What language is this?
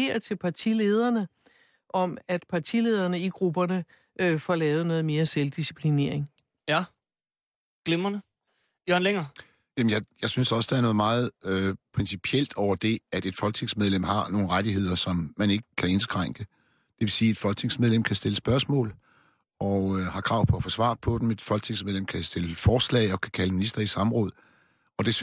Danish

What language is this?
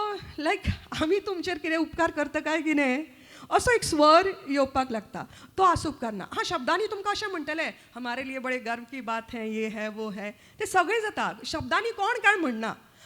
Konkani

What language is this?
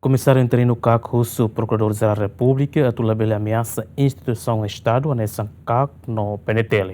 Tetum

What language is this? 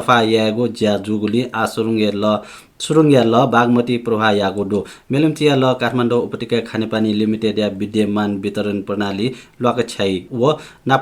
Newari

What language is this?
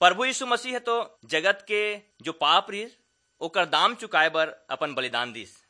Chhattisgarhi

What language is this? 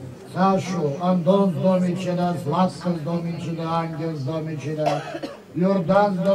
Bulgarian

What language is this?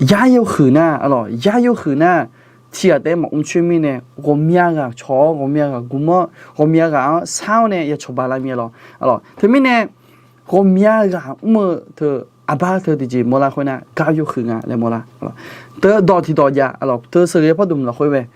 Akha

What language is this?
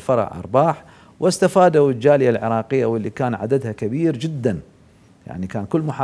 Mesopotamian Arabic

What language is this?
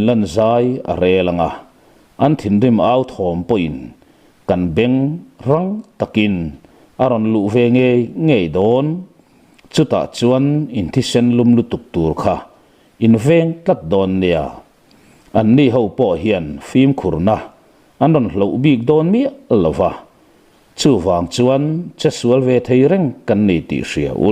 Mizo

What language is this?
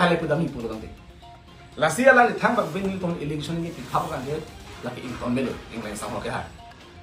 Karbi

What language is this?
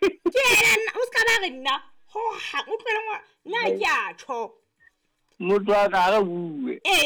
Southern Sotho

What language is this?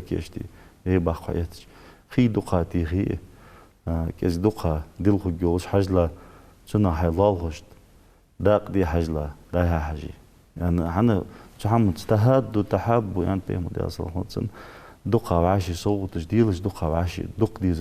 Ingush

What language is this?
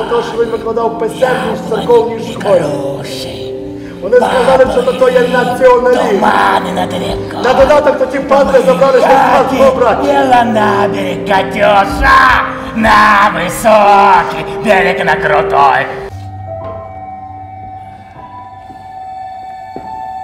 Ukrainian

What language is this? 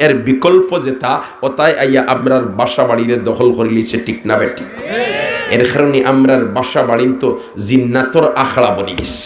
Sylheti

